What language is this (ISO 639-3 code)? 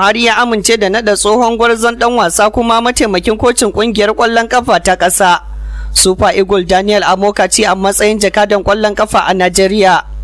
hau